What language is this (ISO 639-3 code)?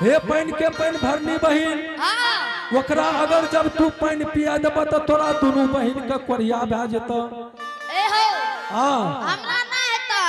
anp